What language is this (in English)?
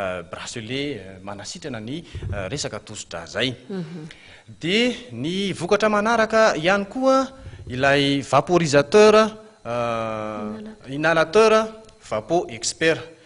Malagasy